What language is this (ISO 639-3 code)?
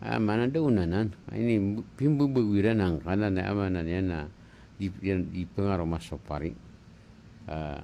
mrw